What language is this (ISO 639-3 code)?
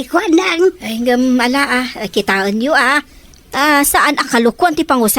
ilo